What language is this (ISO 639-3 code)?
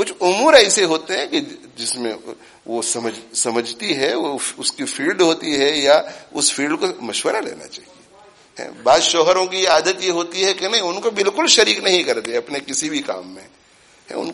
urd